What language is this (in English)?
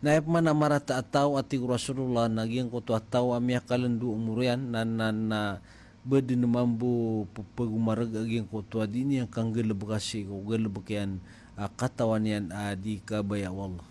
Maranao